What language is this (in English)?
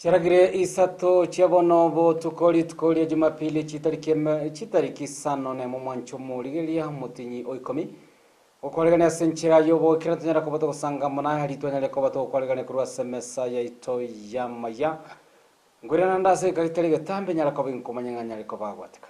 Gusii